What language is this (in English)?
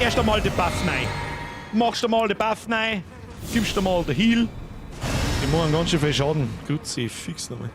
Bavarian